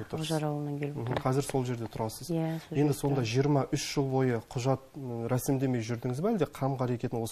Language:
Kazakh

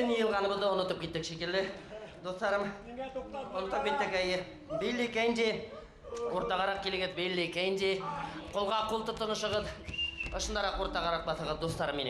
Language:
Bashkir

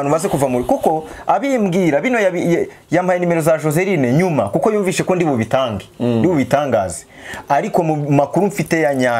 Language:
Kinyarwanda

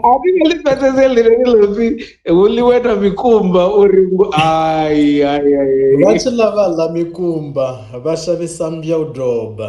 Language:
Venda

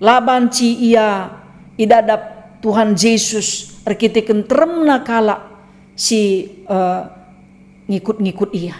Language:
Batak Karo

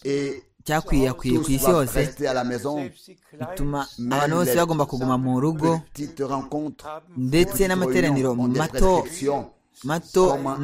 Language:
Kinyarwanda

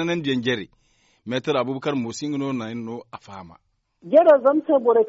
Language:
Zarma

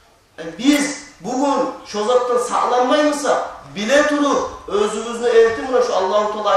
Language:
Kumyk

